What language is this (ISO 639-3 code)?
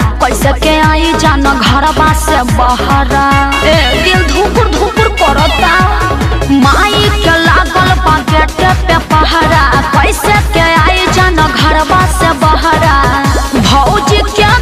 bho